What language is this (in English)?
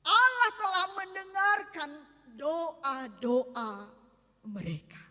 Nias